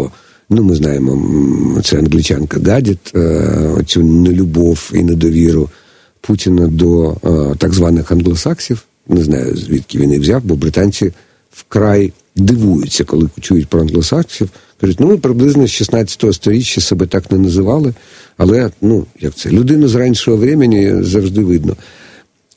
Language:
Ukrainian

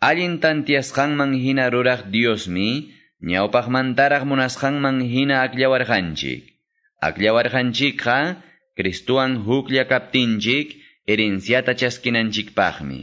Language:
Quechua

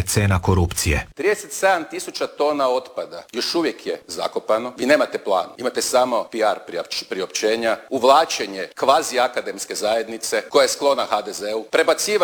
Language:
Croatian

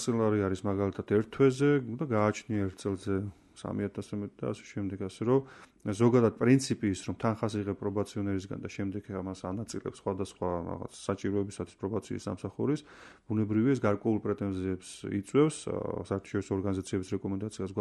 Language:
Georgian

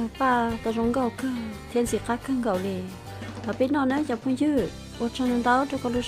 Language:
Hmong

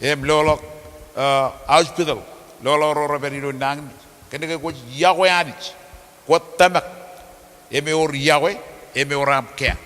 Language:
Marshallese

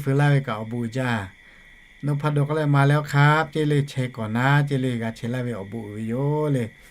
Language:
Lahu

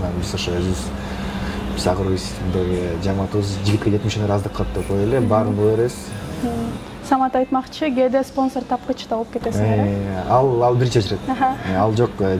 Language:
Kyrgyz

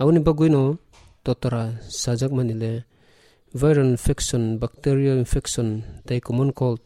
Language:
Kok Borok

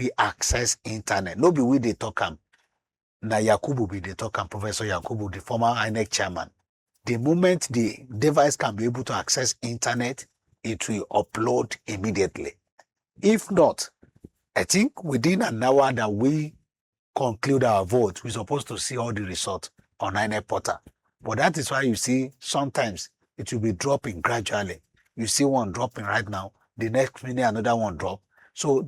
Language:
Nigerian Pidgin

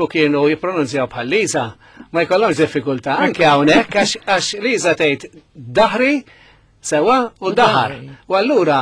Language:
Maltese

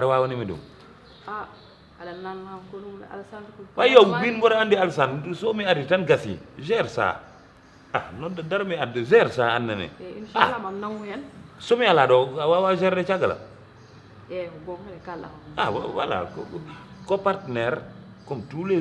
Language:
Fula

